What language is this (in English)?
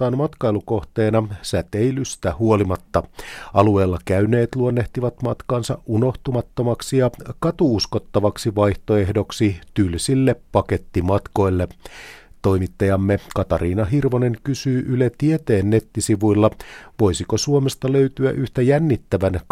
Finnish